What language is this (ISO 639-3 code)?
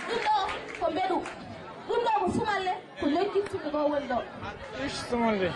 ful